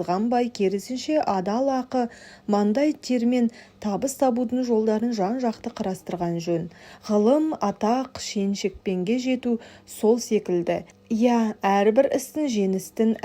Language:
Kazakh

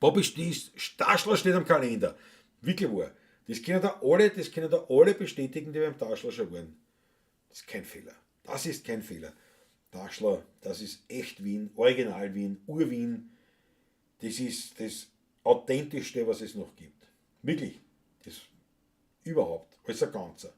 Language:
Bavarian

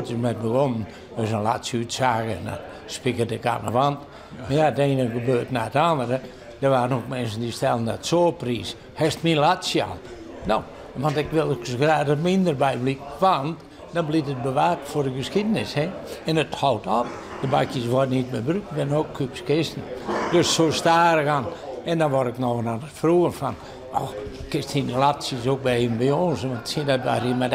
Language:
Western Frisian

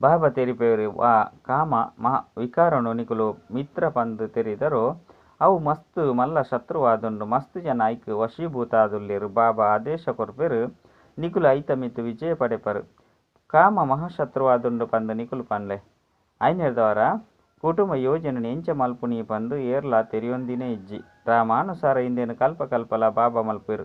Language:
Tulu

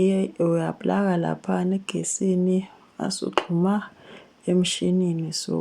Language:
Zulu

